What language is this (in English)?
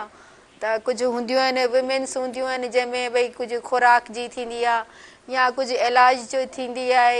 Sindhi